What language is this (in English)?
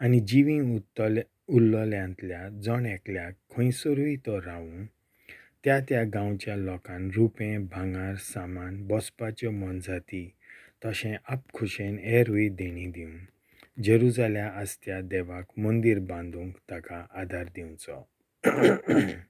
Konkani